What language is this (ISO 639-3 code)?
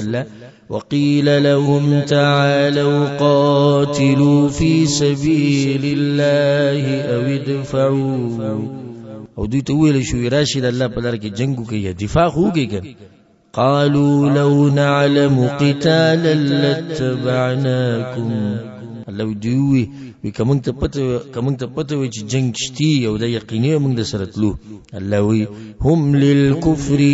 pus